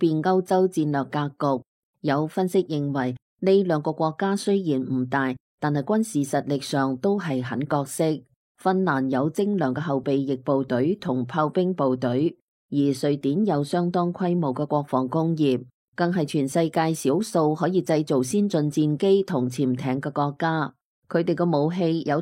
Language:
Cantonese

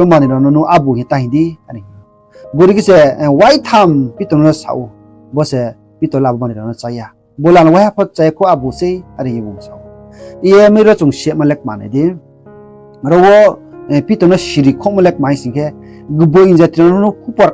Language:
Riang (India)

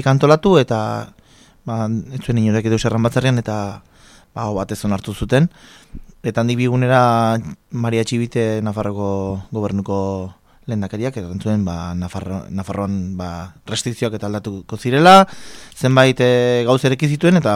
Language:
Basque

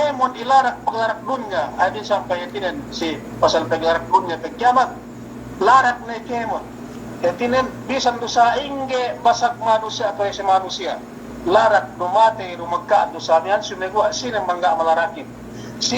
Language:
Yakan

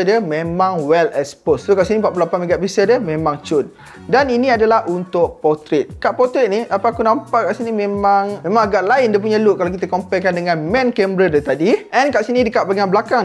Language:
Malay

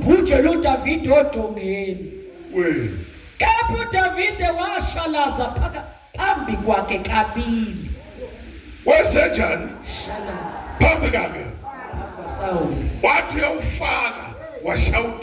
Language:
Zulu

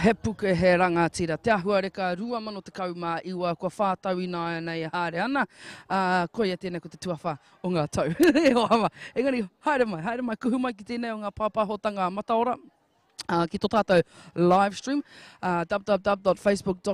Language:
Māori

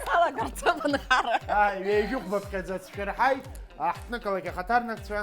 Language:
Abkhazian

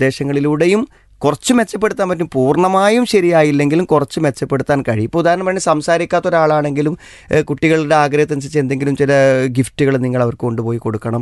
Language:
Malayalam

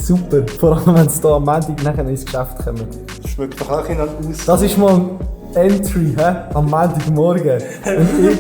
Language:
Swiss German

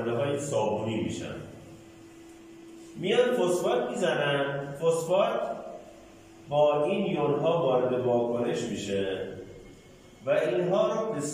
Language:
Persian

